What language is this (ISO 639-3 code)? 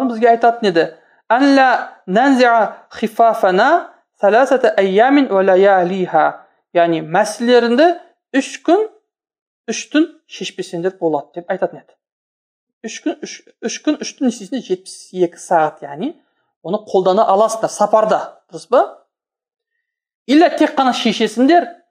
kaz